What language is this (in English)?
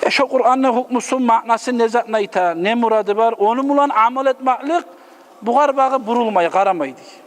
Kumyk